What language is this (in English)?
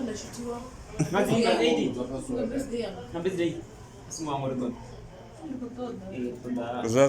Venda